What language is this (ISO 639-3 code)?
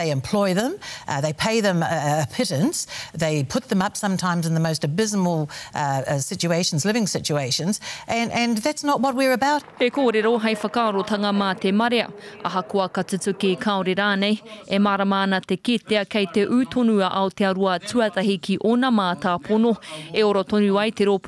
mri